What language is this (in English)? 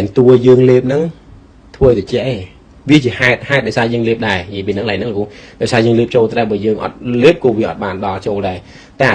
Khmer